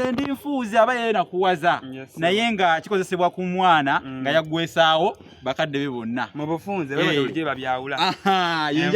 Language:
Ganda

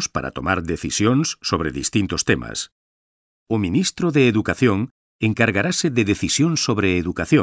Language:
Galician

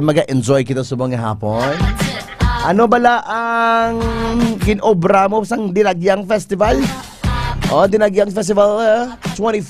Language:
Hiligaynon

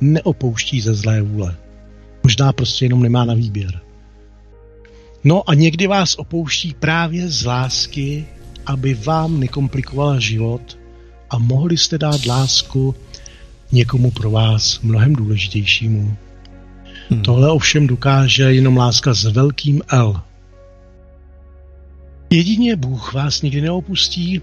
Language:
Czech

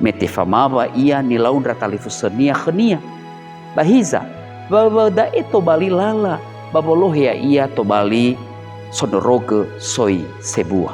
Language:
Nias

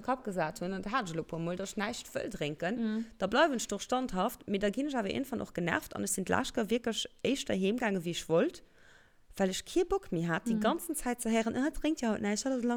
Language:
Luxembourgish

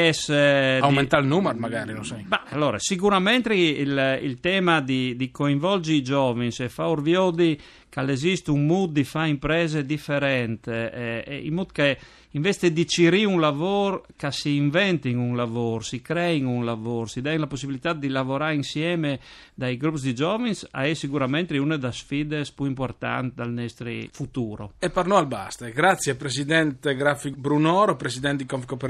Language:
Friulian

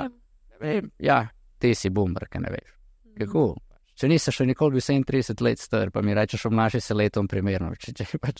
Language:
Slovenian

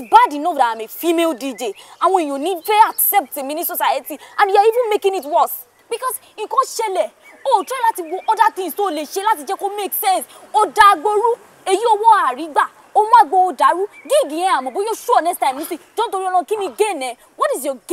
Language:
Yoruba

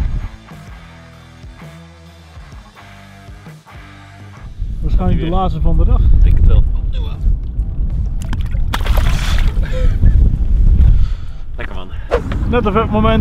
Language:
Dutch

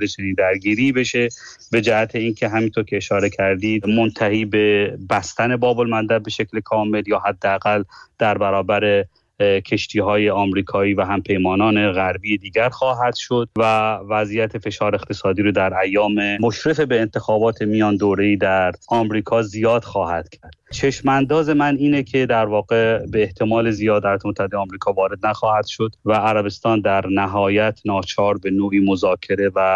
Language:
Persian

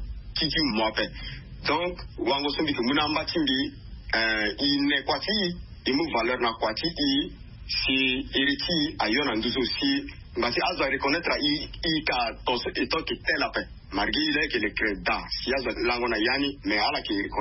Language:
Sango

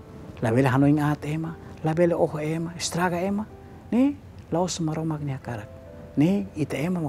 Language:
Tetum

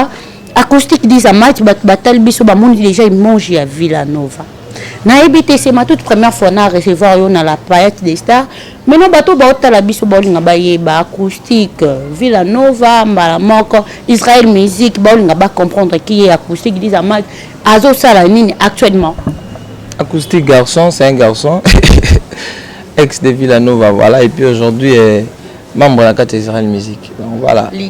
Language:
Lingala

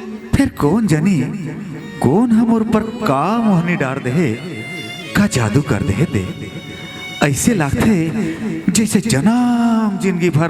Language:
Chhattisgarhi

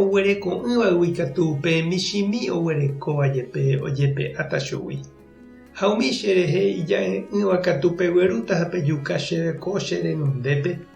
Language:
Guarani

